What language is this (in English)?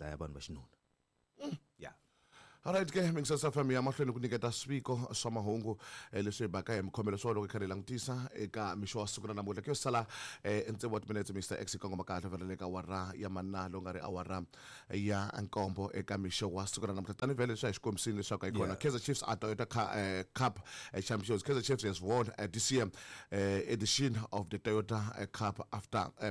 Tsonga